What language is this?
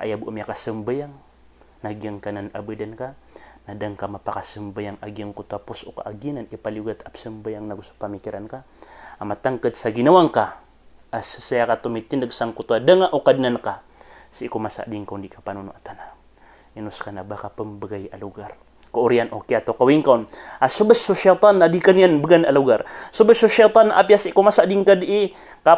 Maranao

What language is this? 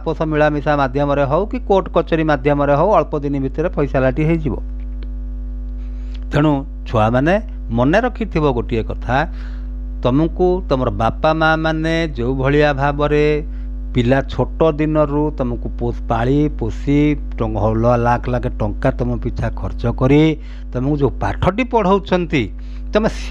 Odia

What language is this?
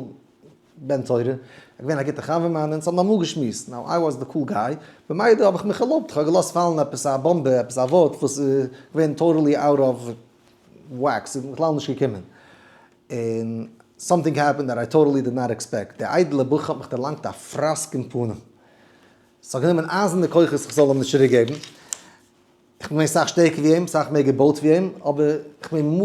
Yiddish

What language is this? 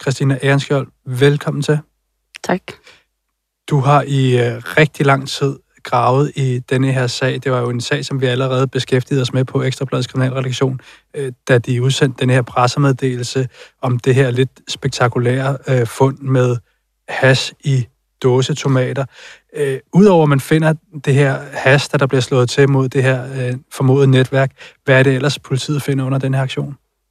Danish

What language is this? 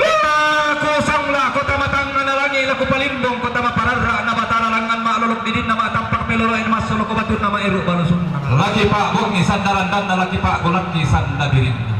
Toraja-Sa'dan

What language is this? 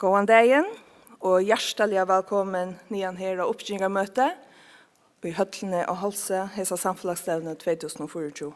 Faroese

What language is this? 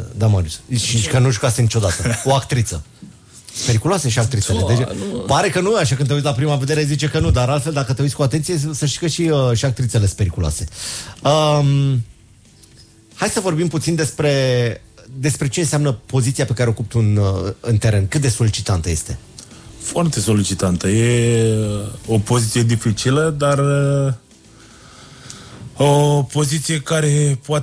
Romanian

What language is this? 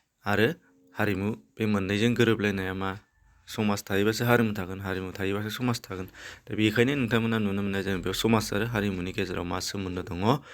Bodo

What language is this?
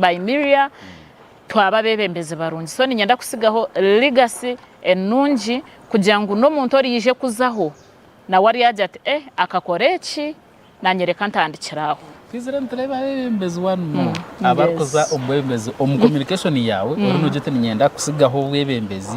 Nyankole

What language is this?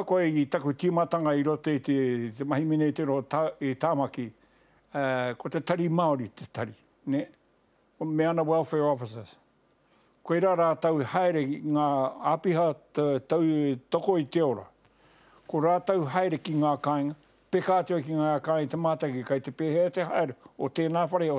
Māori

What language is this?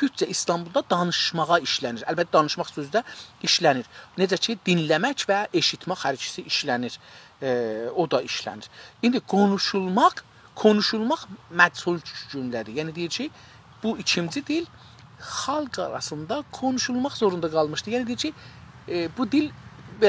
South Azerbaijani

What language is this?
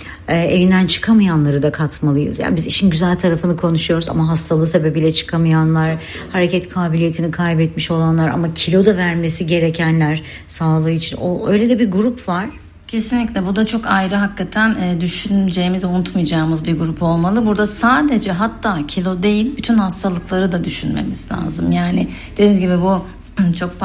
Turkish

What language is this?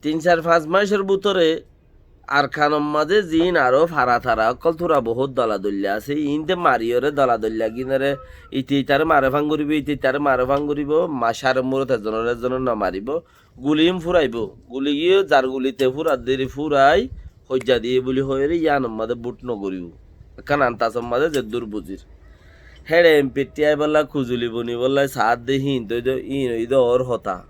Rohingya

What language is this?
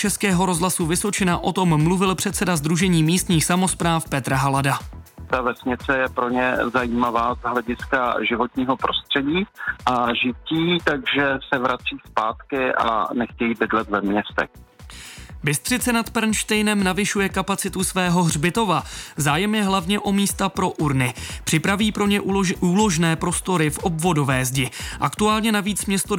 Czech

